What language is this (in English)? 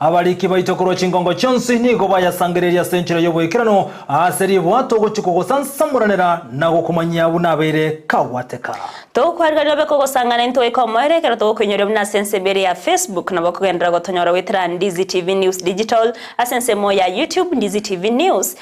Gusii